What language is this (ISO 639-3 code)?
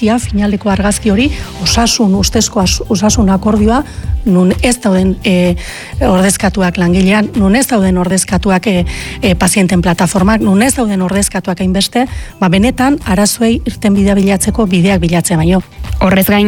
eus